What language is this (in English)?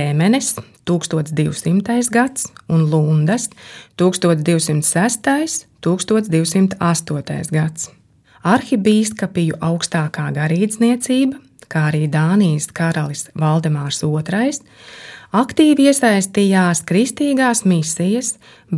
Latvian